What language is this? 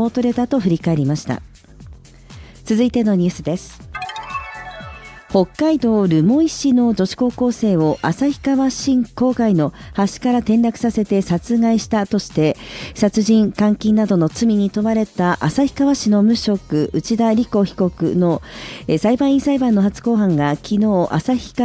Japanese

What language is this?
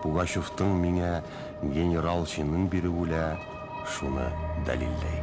Bashkir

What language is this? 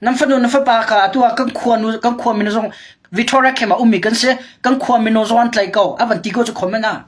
Hakha Chin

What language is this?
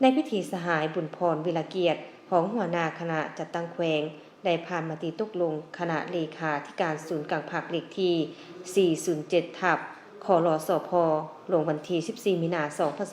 Lao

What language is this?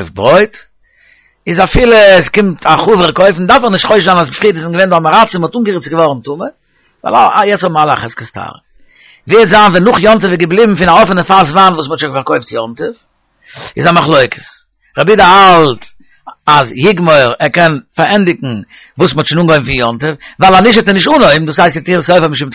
Yiddish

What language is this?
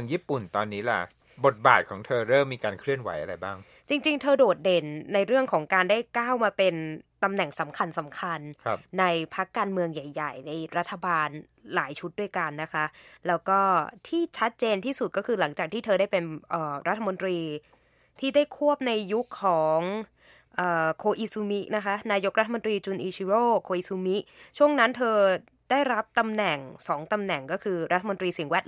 Thai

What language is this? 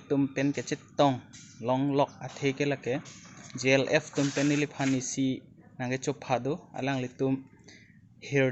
Karbi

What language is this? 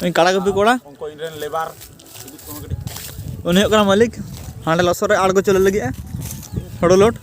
Santali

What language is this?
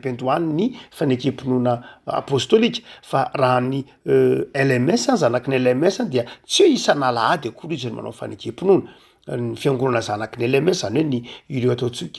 Malagasy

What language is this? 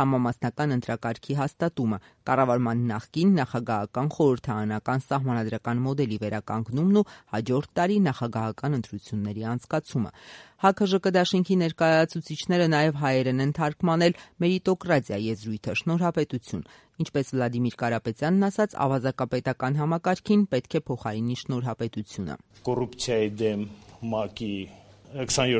Armenian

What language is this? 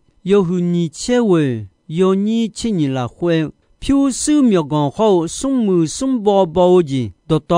Akha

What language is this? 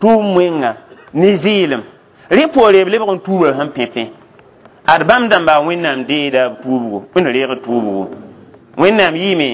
Mossi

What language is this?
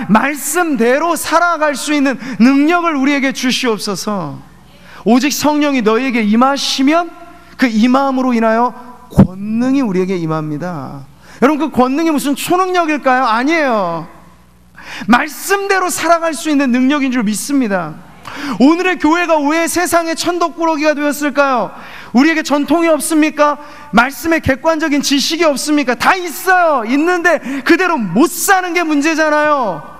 Korean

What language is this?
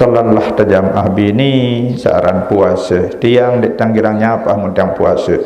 Sasak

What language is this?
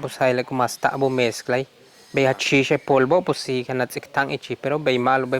Yucateco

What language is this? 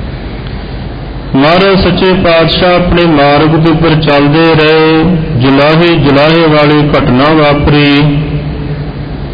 Punjabi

